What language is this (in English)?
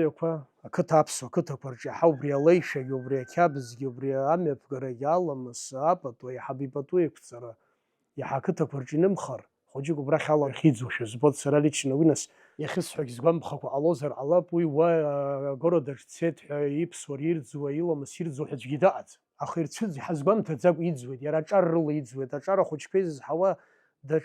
Abkhazian